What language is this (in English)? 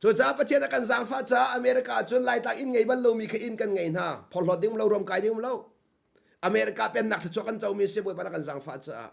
Hakha Chin